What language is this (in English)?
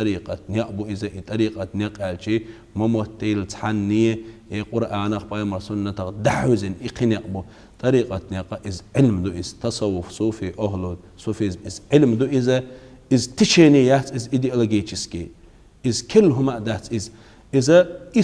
Chechen